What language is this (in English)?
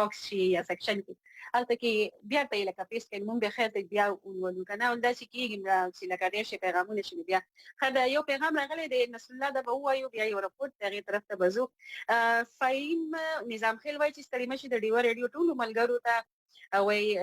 Pashto